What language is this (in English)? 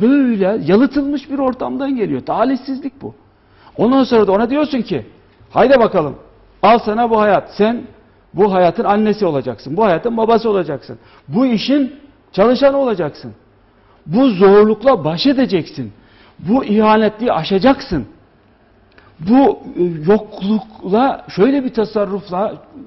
Turkish